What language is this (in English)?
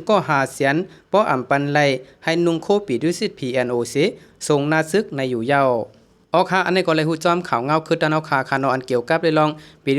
Shan